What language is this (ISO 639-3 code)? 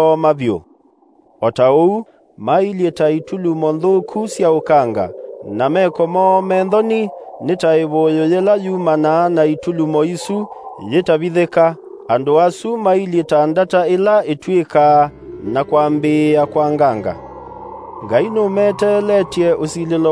kam